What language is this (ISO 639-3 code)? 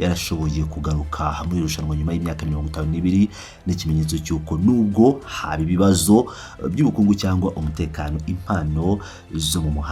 kin